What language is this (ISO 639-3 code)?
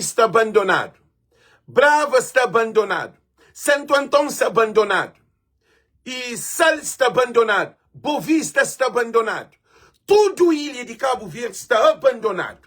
kea